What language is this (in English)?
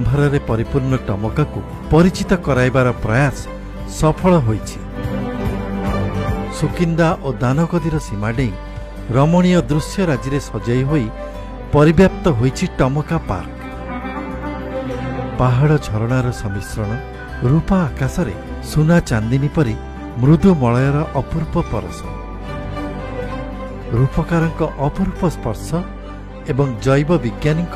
Odia